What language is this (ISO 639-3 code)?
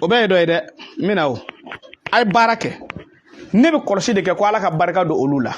bam